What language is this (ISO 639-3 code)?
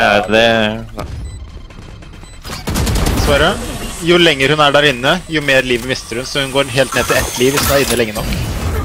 nor